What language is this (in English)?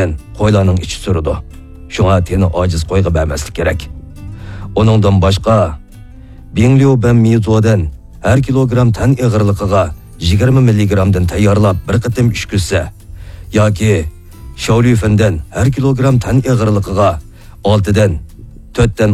Uyghur